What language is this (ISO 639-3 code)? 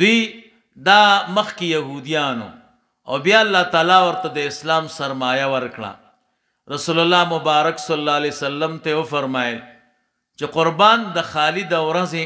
pus